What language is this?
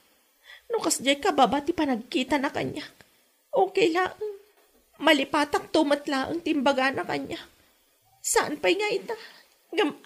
Iloko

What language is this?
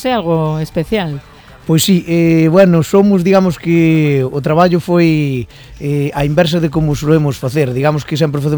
Galician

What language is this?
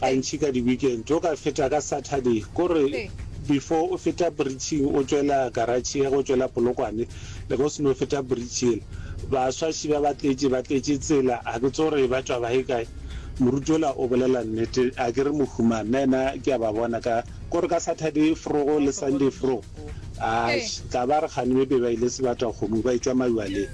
Northern Sotho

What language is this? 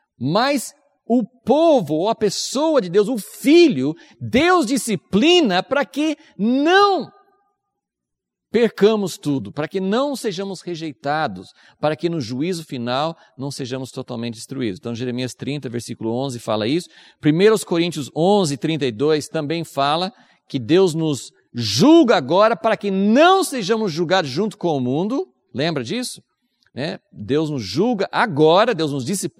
Portuguese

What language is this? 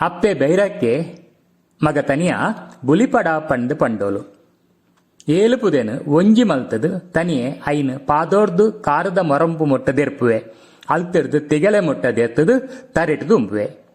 Tulu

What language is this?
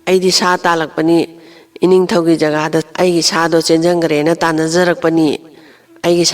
Manipuri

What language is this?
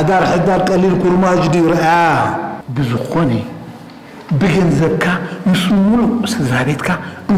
Tigrinya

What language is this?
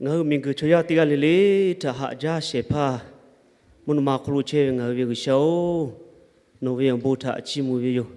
Lahu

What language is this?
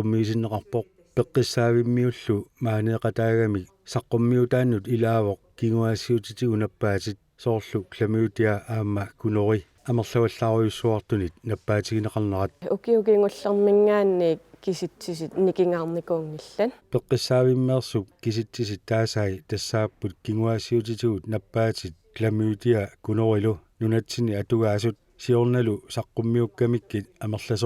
Kalaallisut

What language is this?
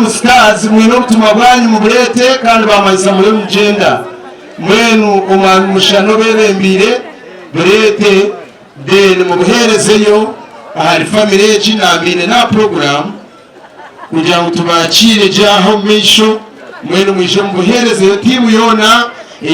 Nyankole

